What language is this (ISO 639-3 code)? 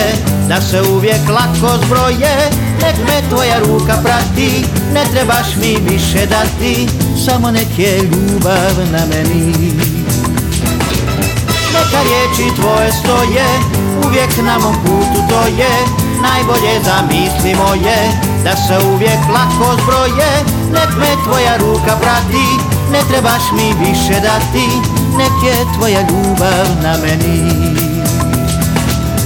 hrv